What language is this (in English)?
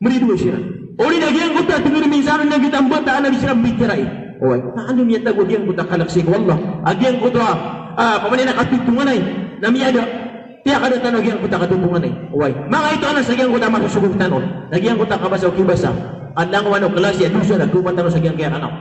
Maranao